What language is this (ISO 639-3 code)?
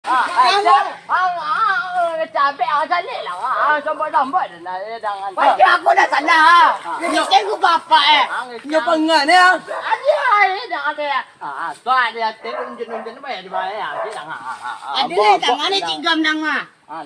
min